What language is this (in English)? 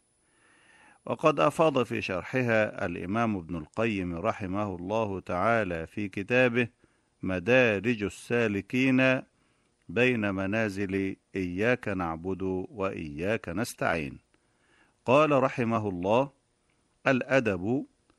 Arabic